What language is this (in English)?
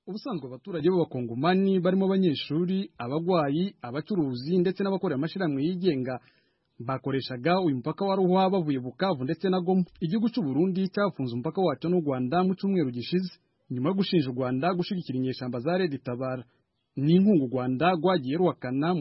Kinyarwanda